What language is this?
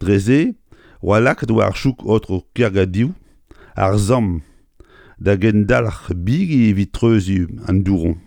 Breton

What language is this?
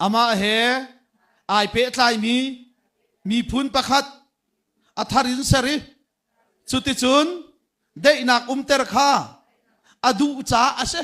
Hakha Chin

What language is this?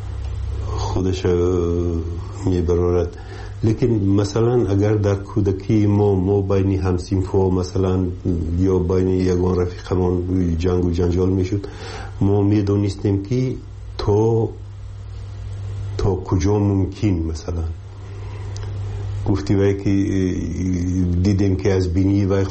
Persian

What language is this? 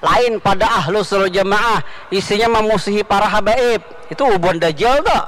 Banjar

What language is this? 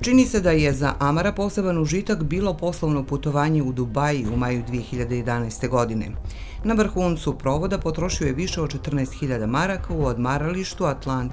Bosnian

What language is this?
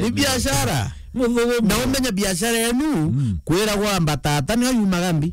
Meru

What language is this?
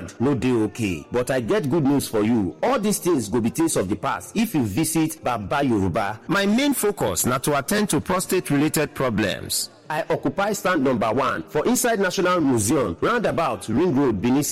Nigerian Pidgin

